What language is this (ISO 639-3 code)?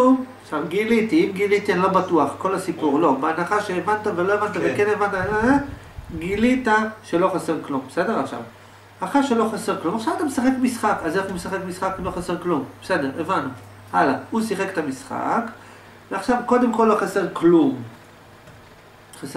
heb